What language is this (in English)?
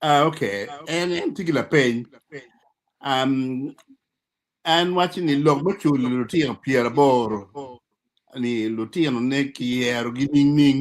Acoli